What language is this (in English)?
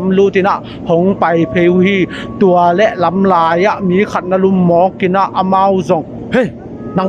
Tedim Chin